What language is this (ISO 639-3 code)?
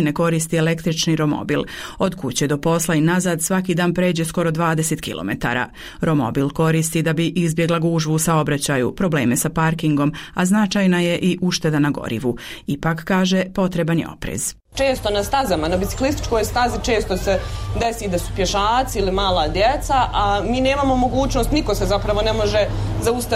bos